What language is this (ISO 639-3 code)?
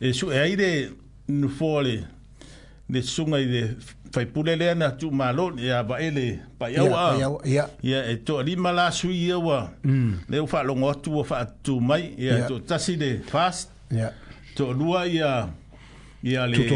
smo